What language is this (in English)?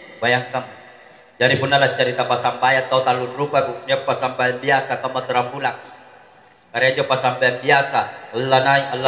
Makasar